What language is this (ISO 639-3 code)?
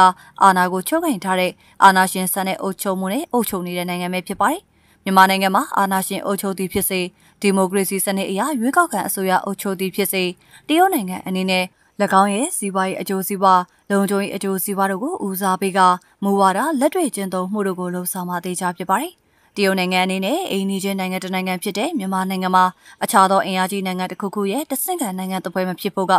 mya